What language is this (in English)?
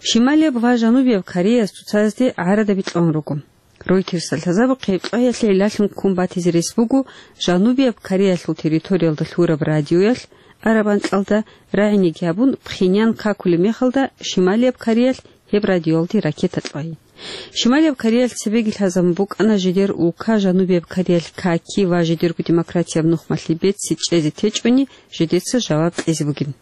Avaric